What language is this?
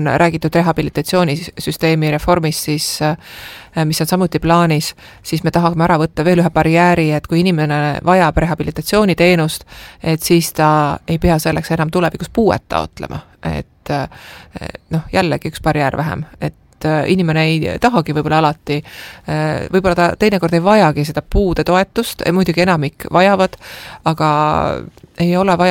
Estonian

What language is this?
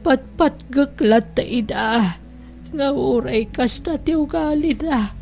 Iloko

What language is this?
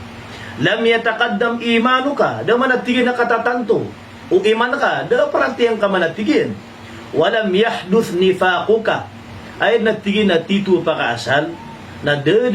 Maranao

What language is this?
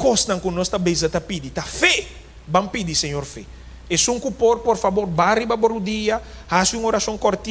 Papiamento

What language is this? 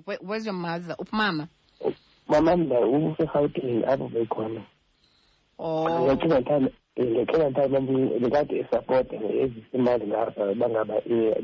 Xhosa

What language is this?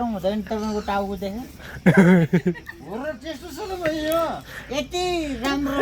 Nepali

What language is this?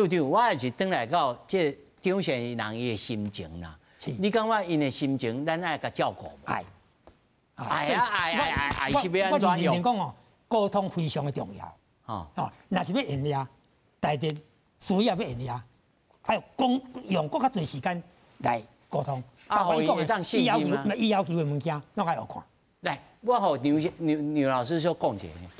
Min Nan Chinese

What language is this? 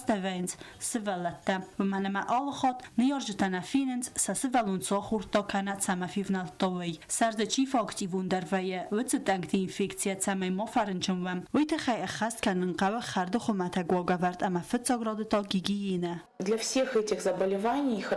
Ossetic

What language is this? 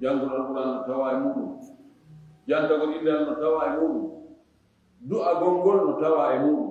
Fula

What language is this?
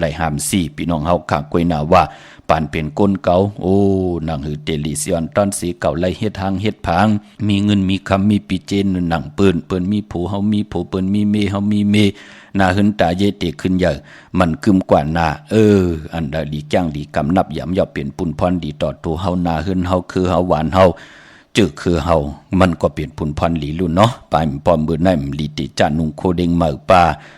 Shan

